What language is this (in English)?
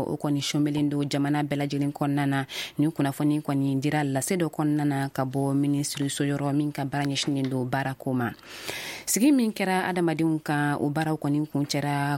Bambara